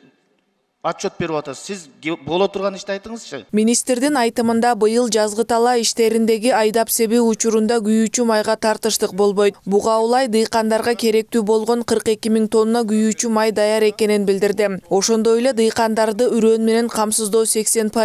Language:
Kyrgyz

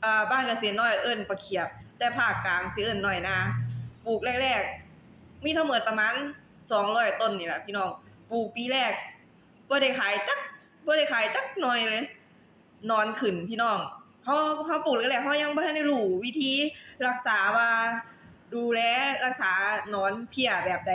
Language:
Lao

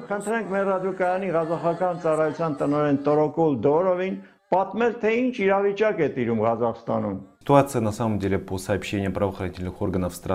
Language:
Armenian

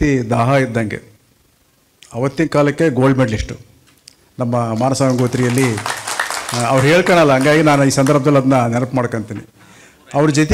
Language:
Kannada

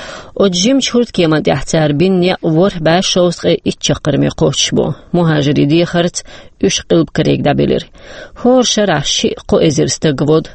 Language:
Chechen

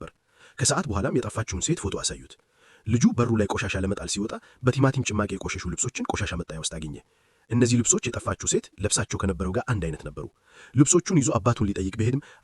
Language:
Amharic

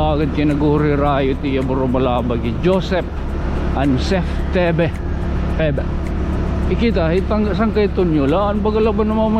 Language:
Waray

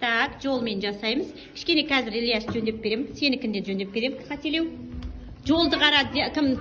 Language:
Kazakh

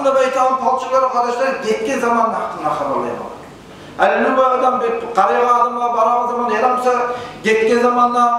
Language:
Kumyk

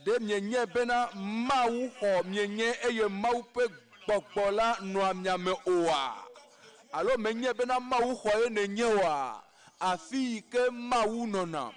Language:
Ewe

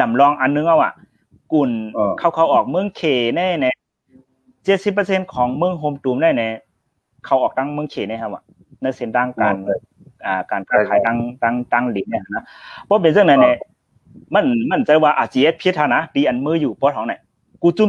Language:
Shan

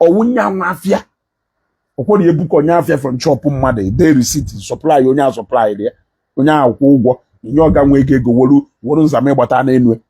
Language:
Igbo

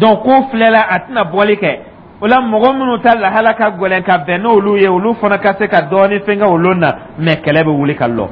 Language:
Dyula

